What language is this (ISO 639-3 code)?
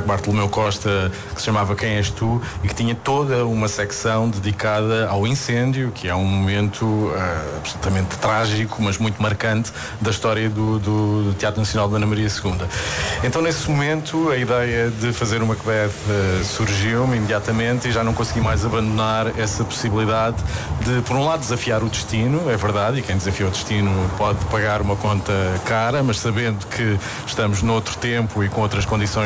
por